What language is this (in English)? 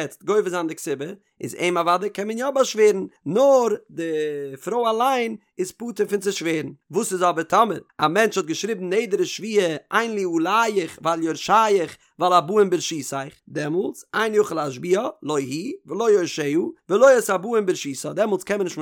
Yiddish